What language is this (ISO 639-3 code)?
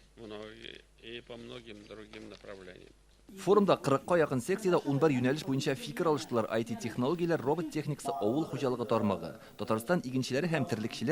tat